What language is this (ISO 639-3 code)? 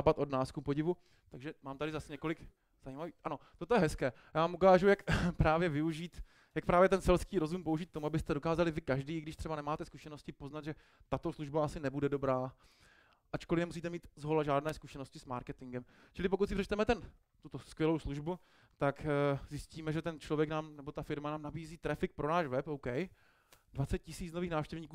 ces